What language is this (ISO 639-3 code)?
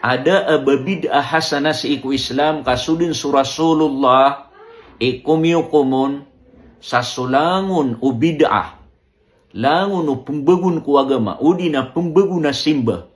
mrw